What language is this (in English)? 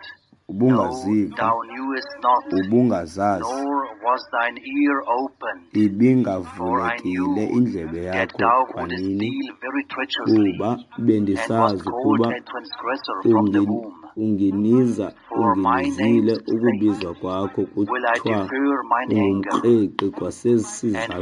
Xhosa